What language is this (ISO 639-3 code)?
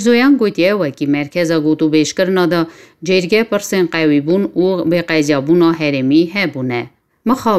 kur